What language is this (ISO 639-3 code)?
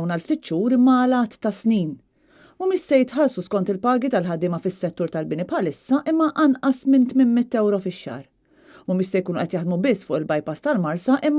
mlt